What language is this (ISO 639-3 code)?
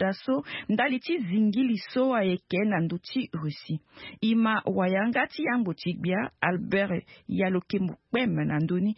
sag